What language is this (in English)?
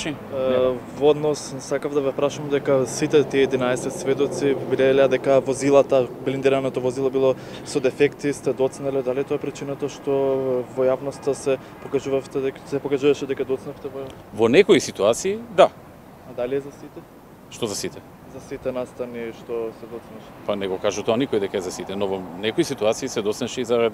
Macedonian